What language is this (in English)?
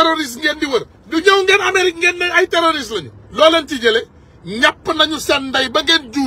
Wolof